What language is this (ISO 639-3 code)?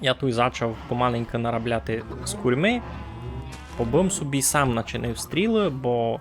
rue